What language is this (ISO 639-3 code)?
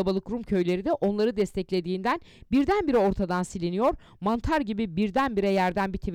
tur